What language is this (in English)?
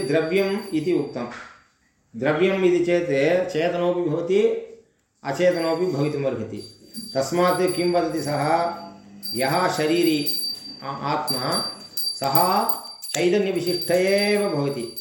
Sanskrit